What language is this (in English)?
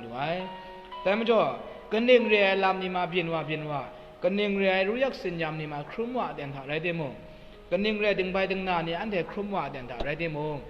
Kachin